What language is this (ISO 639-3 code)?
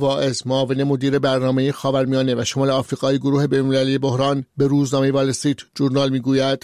fas